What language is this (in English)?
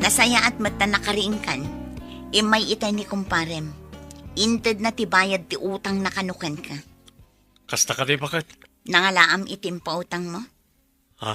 Iloko